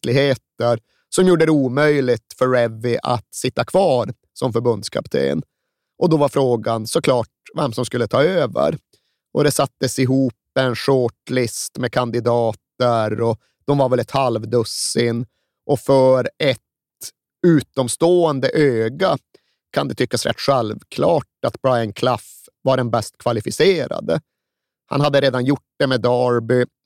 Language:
Swedish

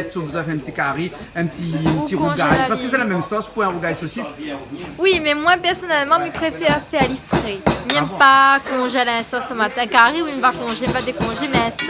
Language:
Réunion Creole French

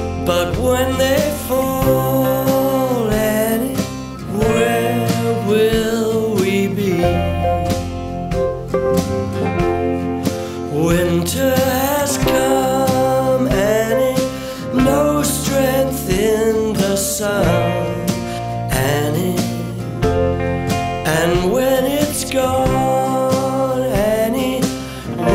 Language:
English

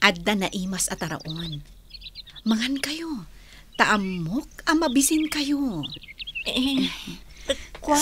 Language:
Iloko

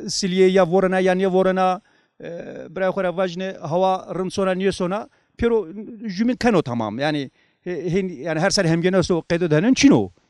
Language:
Zaza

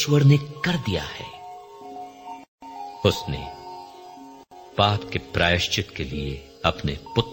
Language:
Hindi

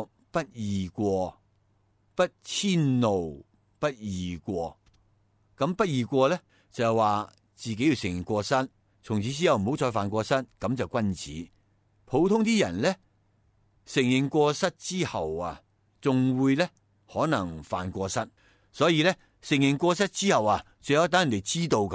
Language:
Cantonese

